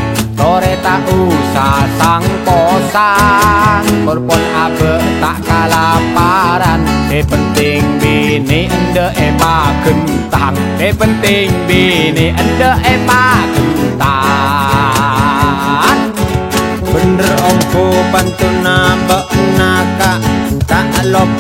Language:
Madurese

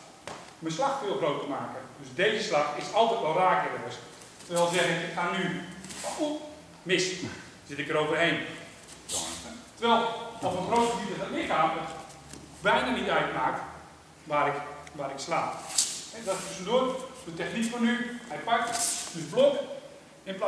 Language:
Dutch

